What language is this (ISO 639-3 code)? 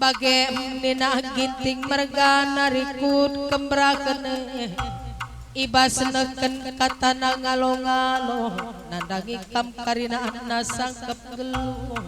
btx